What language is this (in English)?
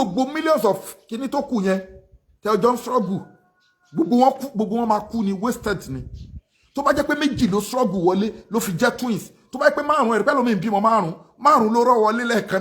Yoruba